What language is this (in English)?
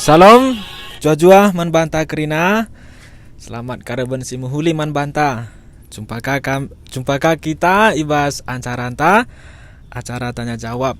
Batak Karo